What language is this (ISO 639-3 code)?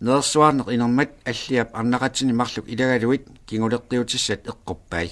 kal